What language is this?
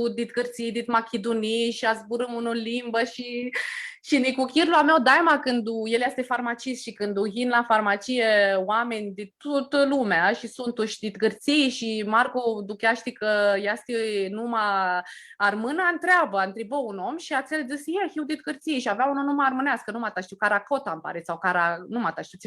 Aromanian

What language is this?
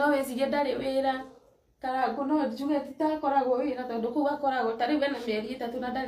Kikuyu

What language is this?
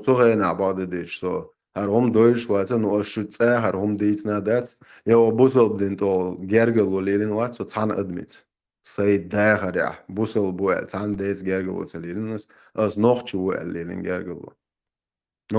Chechen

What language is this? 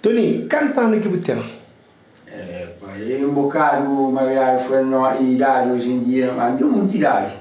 Kabuverdianu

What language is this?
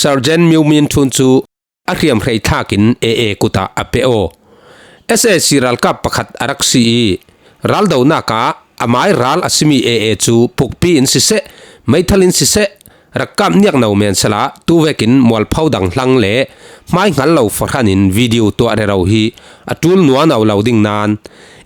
Falam Chin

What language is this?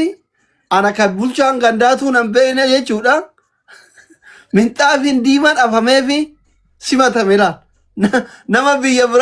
Oromo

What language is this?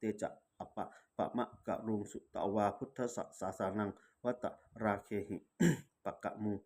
Pali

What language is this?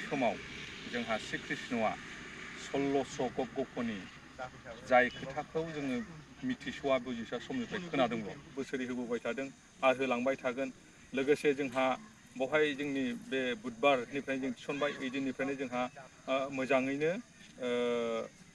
Bodo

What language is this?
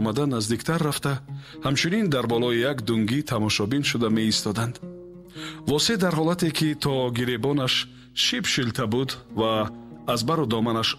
Tajik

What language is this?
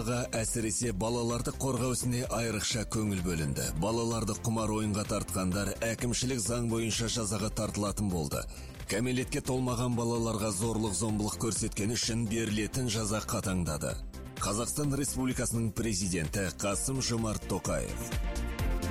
Kazakh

